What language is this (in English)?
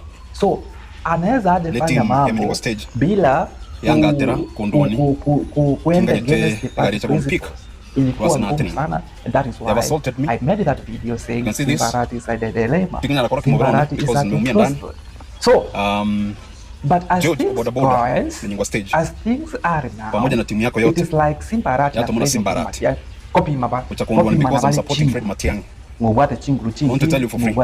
Gusii